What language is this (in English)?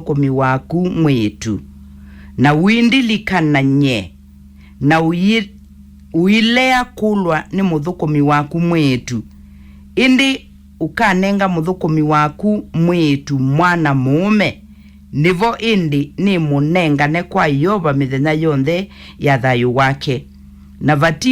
Kamba